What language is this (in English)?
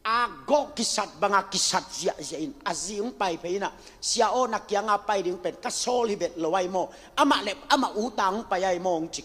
Tedim Chin